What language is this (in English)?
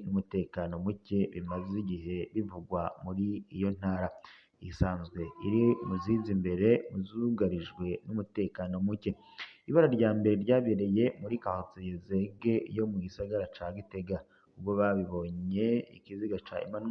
Rundi